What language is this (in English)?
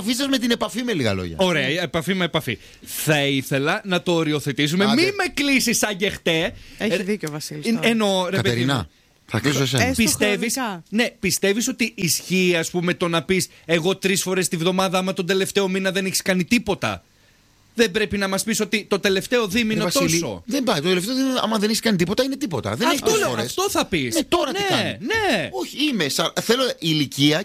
Greek